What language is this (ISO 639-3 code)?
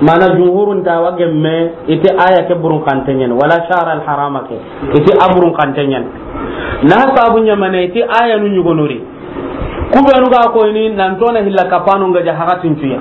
snk